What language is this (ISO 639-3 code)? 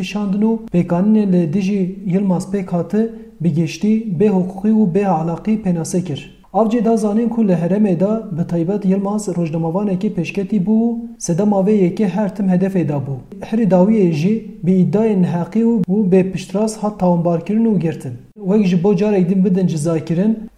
kur